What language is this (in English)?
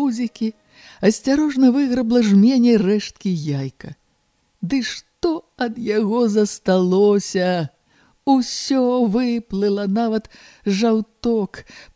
Belarusian